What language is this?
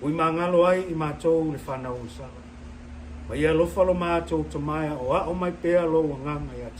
Samoan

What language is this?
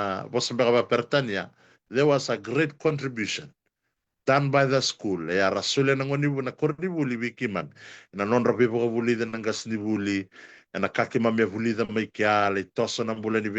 Fijian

